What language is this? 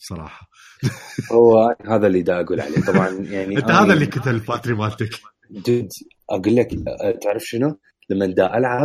Mesopotamian Arabic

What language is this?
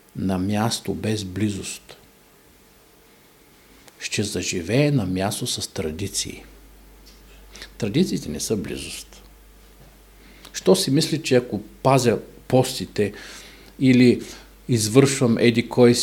Bulgarian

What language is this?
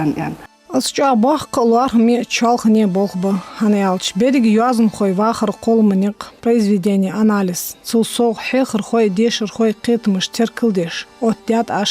Ingush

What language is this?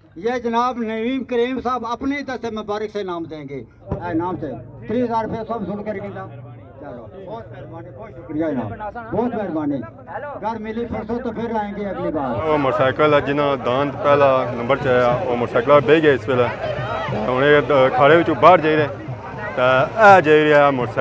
Pahari-Potwari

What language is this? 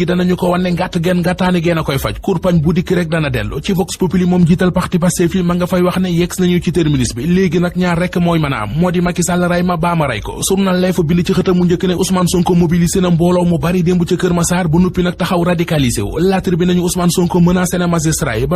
Wolof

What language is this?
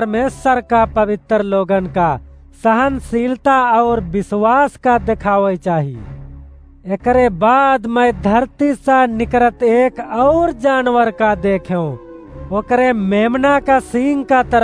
Awadhi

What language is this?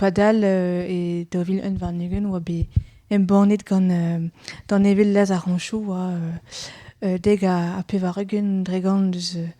Breton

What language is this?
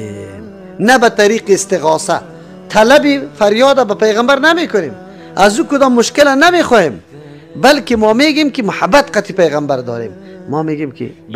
Persian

